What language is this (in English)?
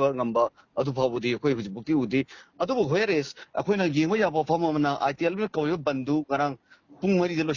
Manipuri